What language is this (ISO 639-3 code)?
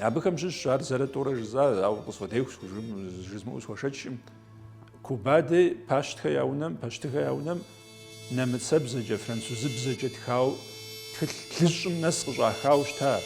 kbd